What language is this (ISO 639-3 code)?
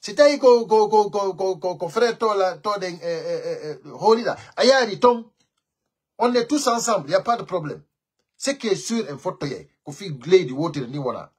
fuf